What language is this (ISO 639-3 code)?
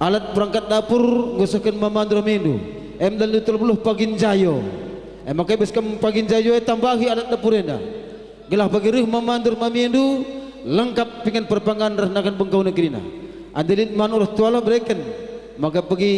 btx